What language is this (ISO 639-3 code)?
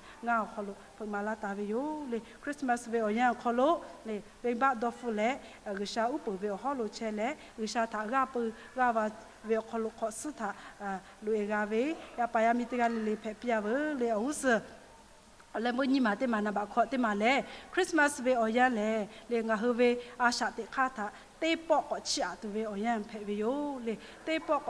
lhu